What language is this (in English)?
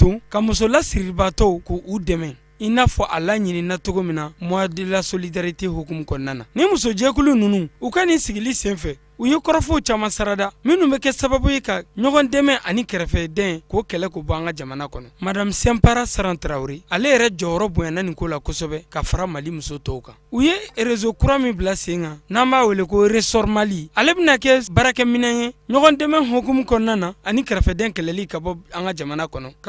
Bambara